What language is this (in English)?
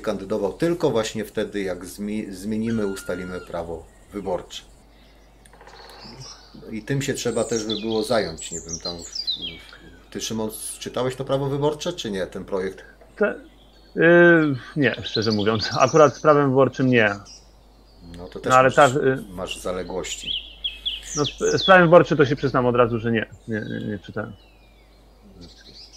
Polish